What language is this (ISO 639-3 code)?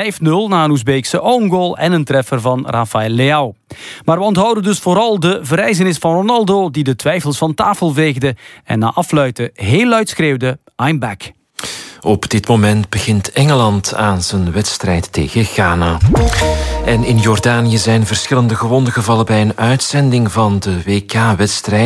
nld